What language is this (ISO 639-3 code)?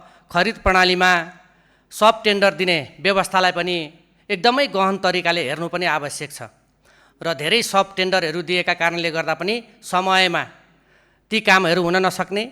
nep